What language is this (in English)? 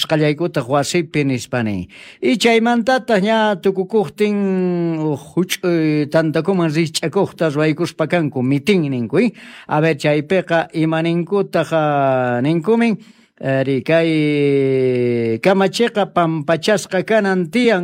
South Bolivian Quechua